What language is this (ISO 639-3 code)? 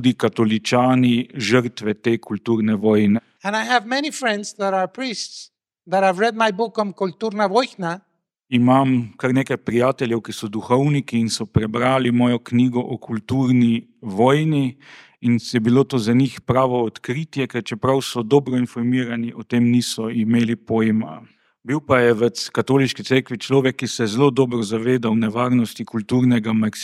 slv